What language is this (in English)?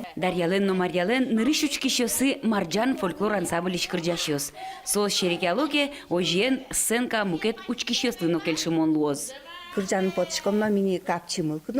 Udmurt